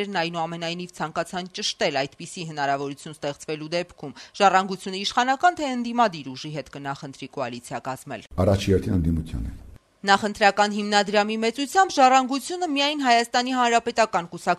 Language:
Armenian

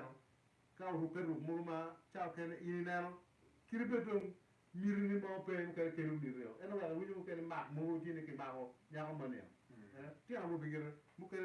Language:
Acoli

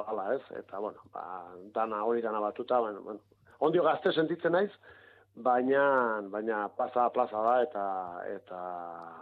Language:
Basque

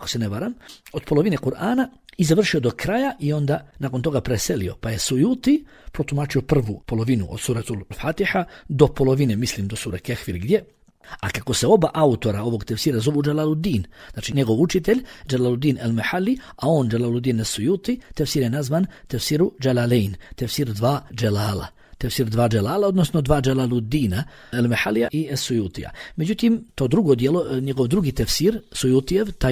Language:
Bosnian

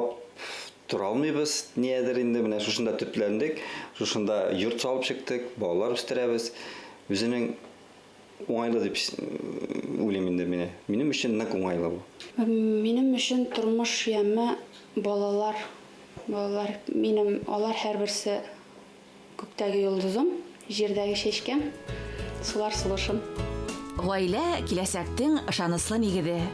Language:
Bashkir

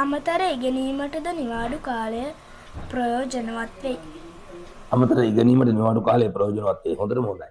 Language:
Sinhala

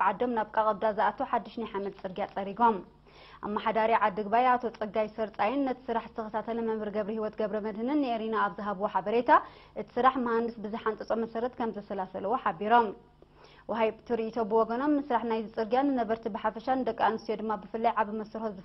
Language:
Tigrinya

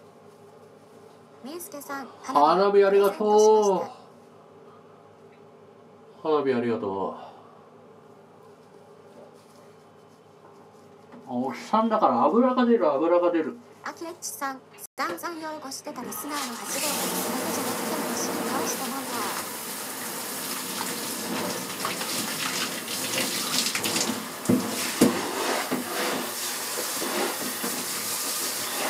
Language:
Japanese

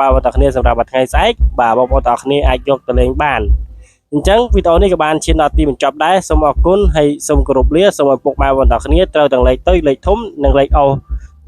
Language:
Khmer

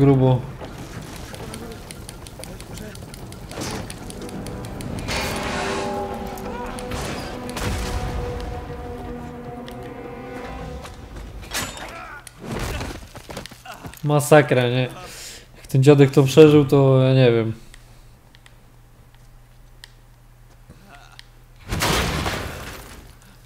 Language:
Polish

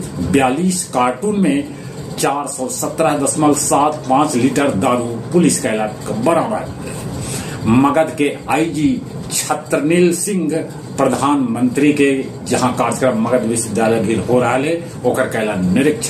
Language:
Magahi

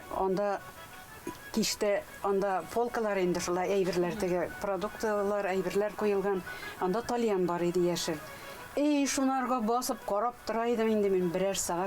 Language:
Tatar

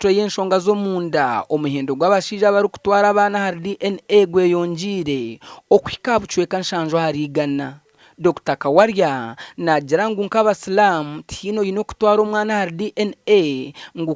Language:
Nyankole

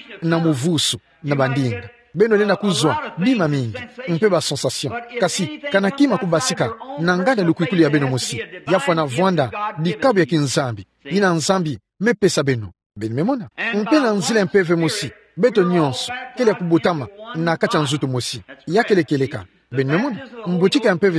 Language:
Kituba (Democratic Republic of Congo)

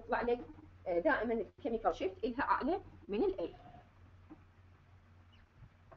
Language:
Mesopotamian Arabic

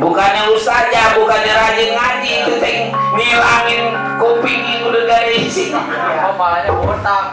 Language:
Betawi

